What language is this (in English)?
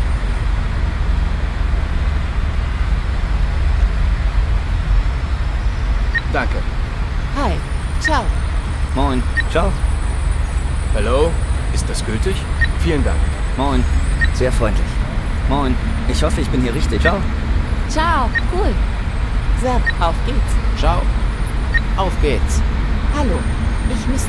German